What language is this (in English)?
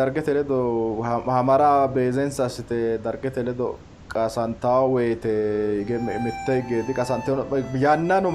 Sidamo